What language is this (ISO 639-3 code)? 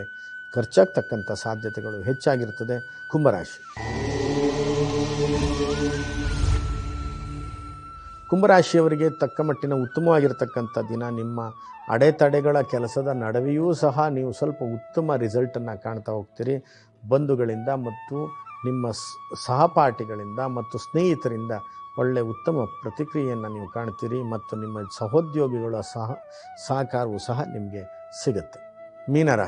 kan